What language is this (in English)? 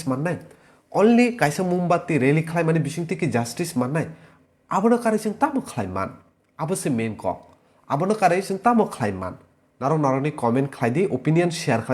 Kok Borok